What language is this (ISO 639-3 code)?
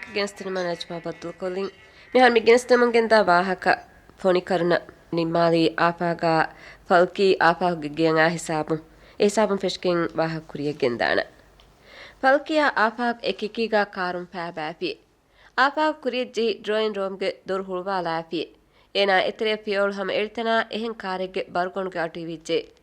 div